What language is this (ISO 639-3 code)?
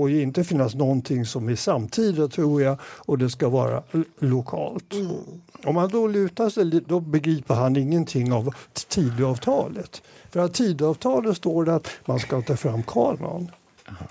swe